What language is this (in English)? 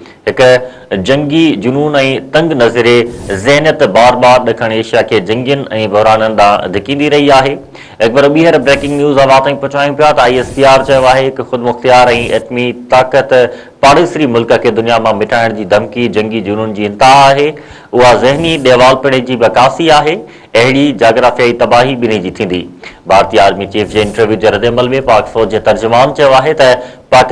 Sindhi